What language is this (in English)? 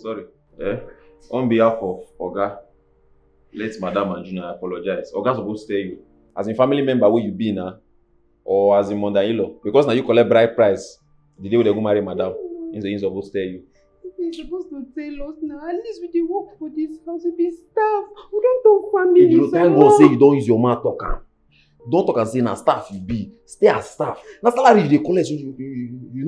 Nigerian Pidgin